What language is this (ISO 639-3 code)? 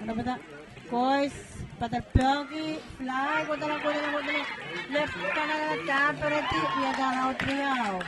pon